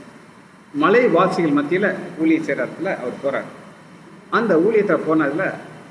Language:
Tamil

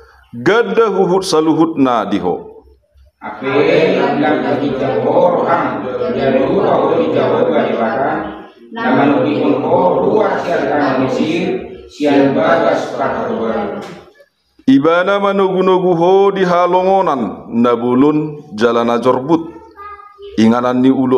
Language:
Batak Toba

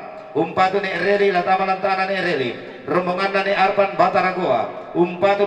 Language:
Toraja-Sa'dan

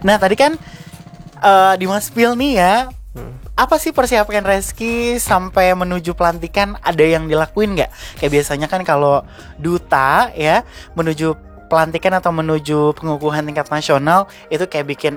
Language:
Indonesian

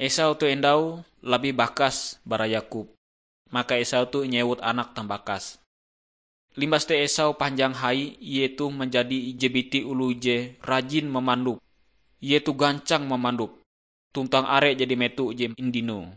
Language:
Ngaju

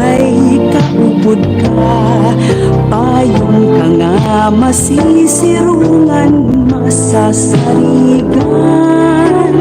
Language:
Waray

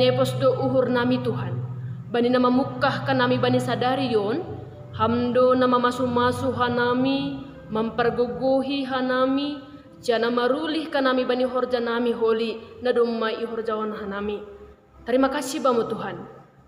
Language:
Batak Simalungun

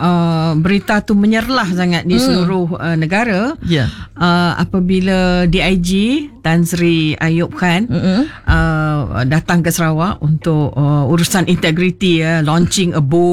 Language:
Malay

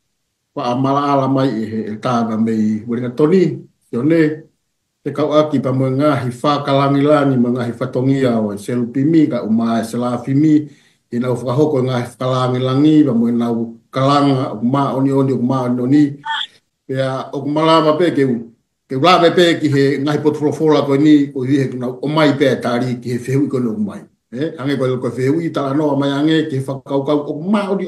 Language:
Tongan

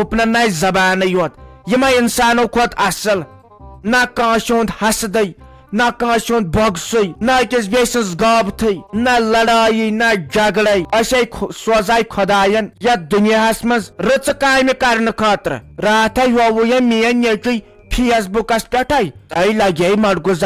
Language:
Kashmiri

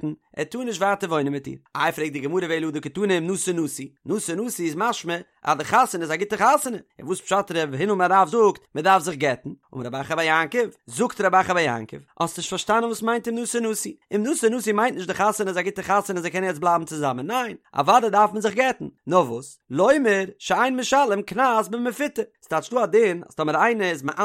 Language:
Yiddish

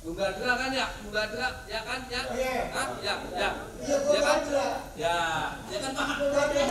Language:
Betawi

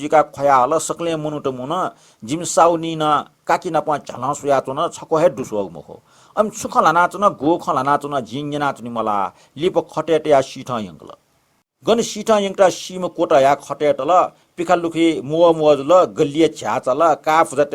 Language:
Newari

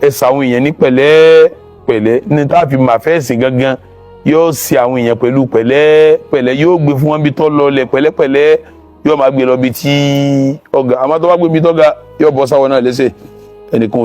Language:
Yoruba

